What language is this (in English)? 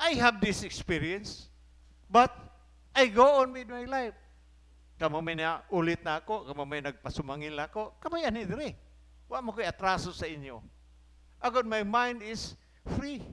Cebuano